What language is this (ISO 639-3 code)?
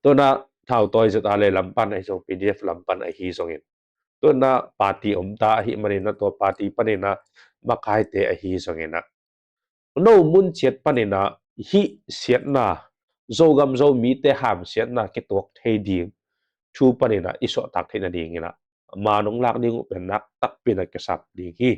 ctd